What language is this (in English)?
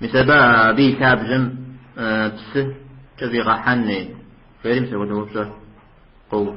Kabardian